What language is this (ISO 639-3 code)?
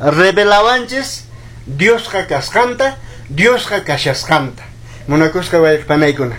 que